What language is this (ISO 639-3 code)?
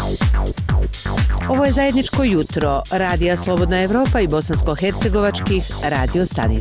bos